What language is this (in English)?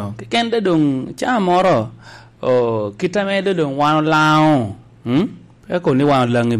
Lango (Uganda)